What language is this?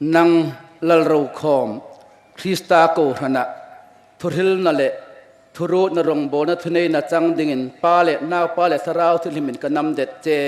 Hmar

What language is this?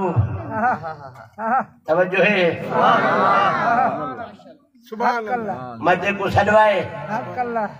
Saraiki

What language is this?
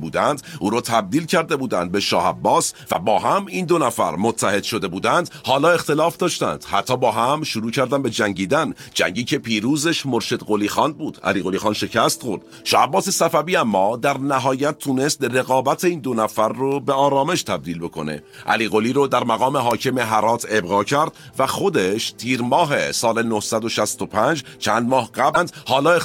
Persian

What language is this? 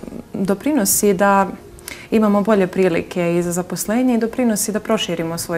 Serbian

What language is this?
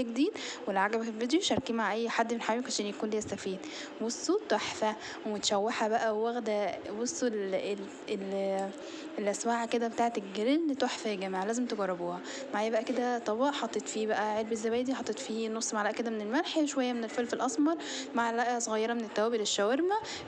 Egyptian Arabic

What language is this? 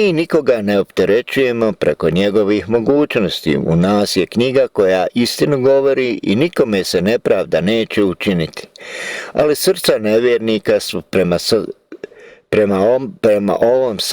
Bosnian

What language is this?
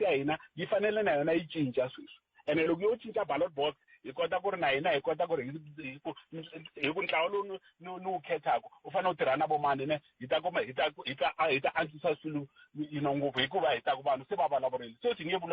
Tsonga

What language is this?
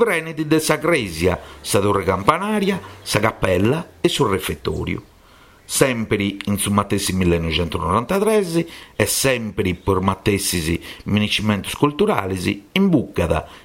Sardinian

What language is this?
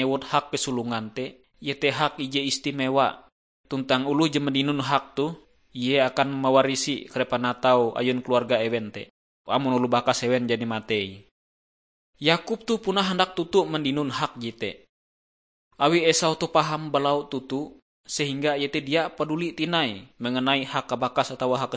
Ngaju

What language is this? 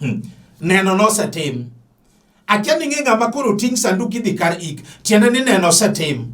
Luo (Kenya and Tanzania)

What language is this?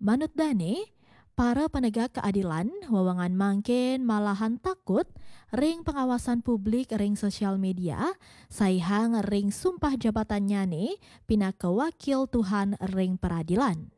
Balinese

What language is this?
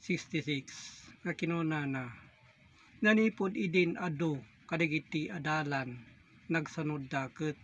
Iloko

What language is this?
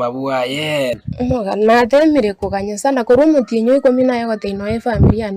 Gusii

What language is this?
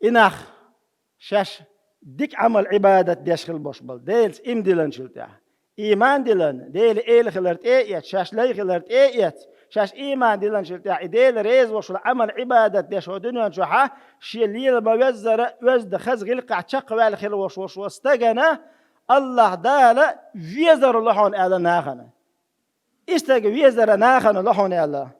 Chechen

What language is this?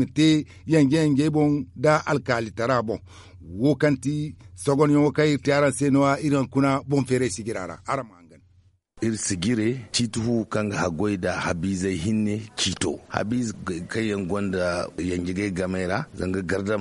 Zarma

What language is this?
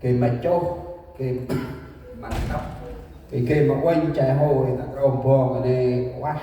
Central Mnong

